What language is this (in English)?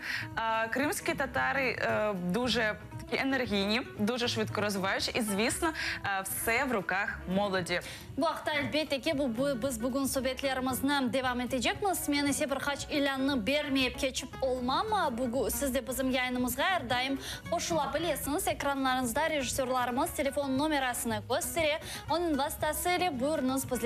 Crimean Tatar